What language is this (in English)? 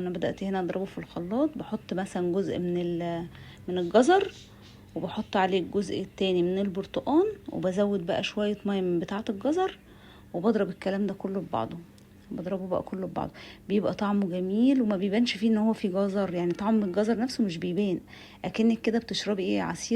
Egyptian Arabic